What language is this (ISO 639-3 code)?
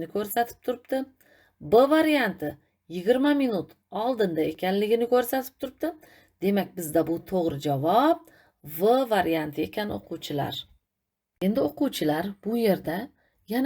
uzb